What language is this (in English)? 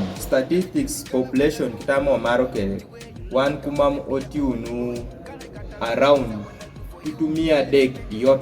Kumam